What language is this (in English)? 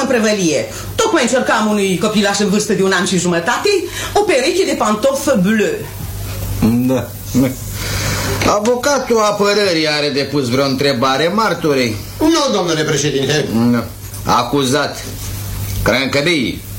Romanian